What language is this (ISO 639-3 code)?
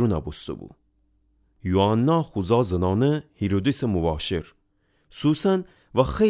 glk